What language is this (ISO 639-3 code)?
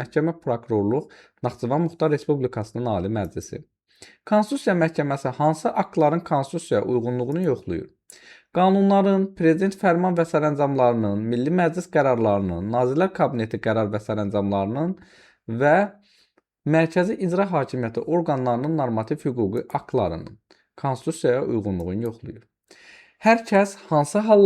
aze